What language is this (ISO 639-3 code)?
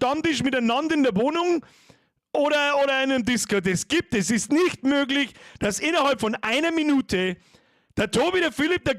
bar